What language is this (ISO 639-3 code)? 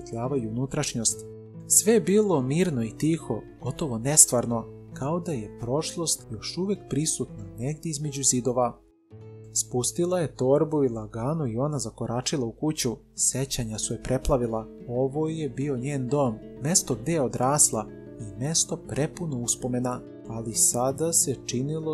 srp